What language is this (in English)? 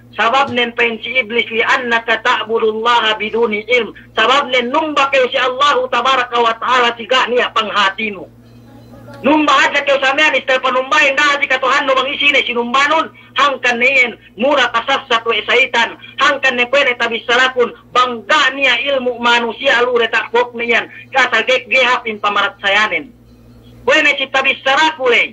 Yakan